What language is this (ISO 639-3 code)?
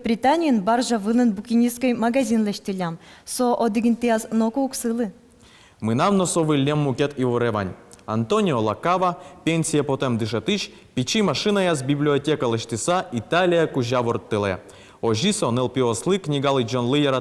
udm